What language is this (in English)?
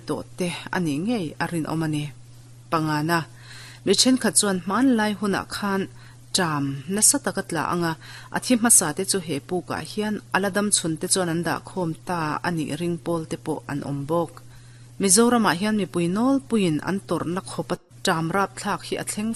Mizo